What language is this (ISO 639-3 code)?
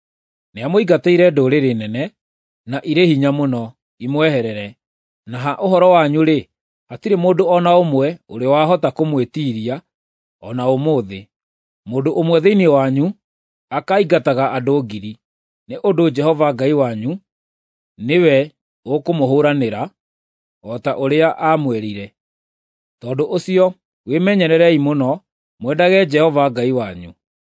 kik